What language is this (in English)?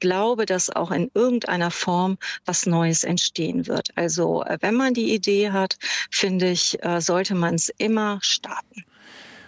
German